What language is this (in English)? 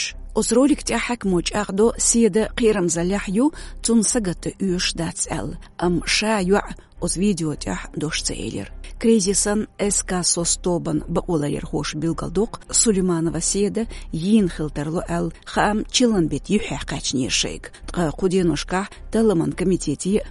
Chechen